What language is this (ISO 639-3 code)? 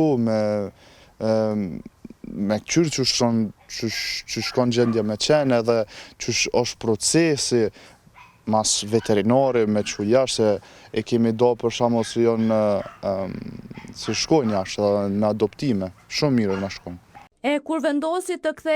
sqi